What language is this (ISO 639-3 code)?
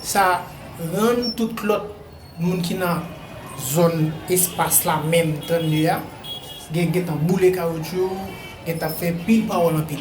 hat